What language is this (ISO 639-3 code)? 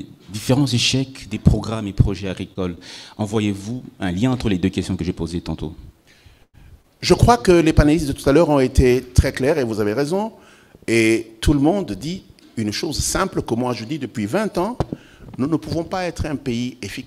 fra